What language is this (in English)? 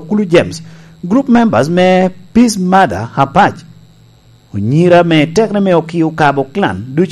Lango (Uganda)